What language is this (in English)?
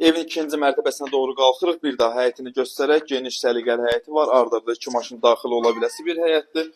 Azerbaijani